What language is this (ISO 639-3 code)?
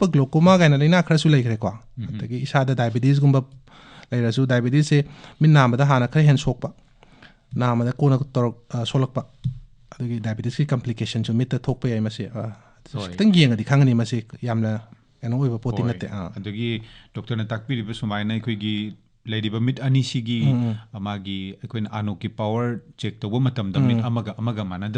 mni